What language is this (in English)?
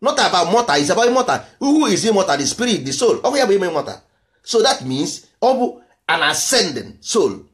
Igbo